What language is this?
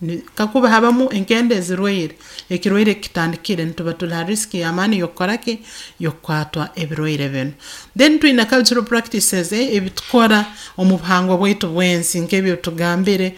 Nyoro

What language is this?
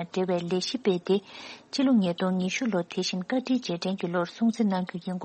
Tibetan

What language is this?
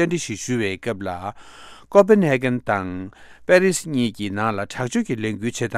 Tibetan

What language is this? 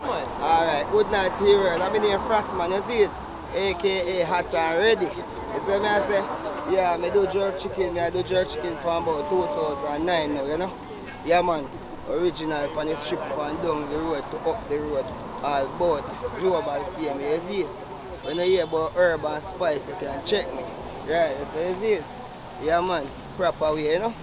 Jamaican Creole English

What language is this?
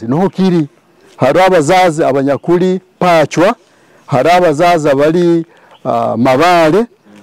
Nyoro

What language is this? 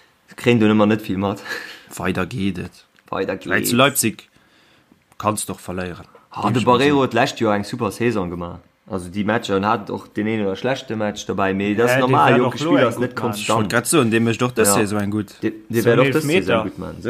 Luxembourgish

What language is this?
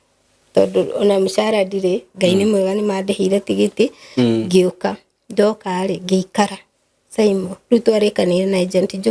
Kikuyu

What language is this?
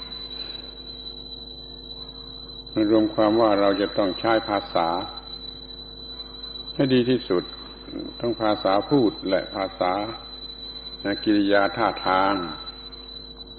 Thai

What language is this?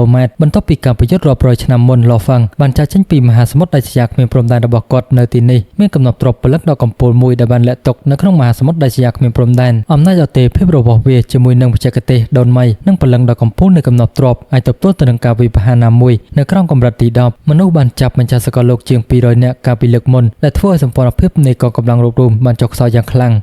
Khmer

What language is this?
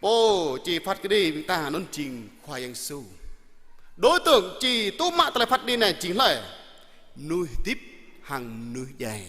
Jarai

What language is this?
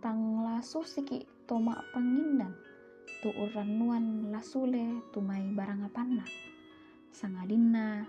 Toraja-Sa'dan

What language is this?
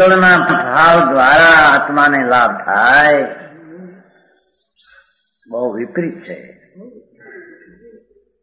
Gujarati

